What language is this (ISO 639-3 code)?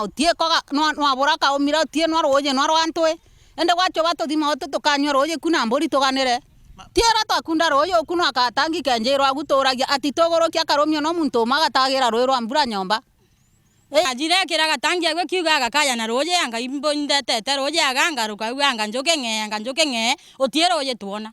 mer